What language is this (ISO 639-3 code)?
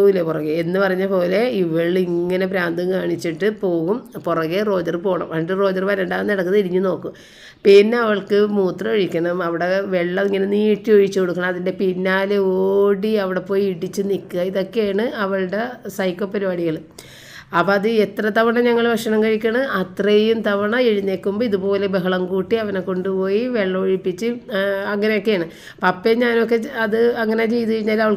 mal